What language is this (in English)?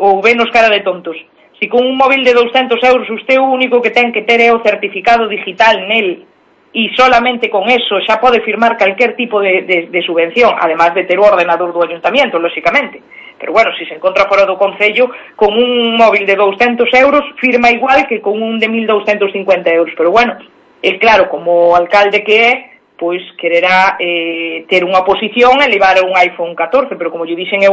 Galician